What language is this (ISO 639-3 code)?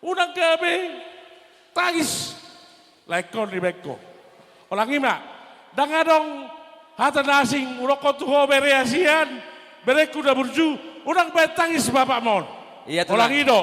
bbc